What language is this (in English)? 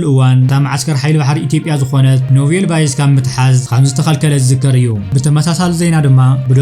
Tigrinya